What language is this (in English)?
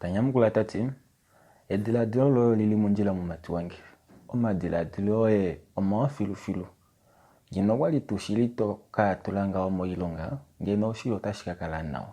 Kuanyama